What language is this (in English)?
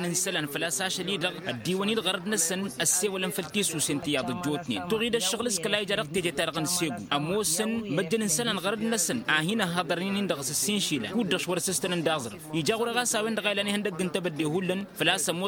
Tamasheq